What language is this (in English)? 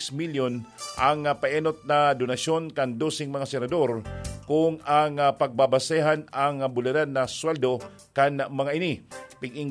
Bikol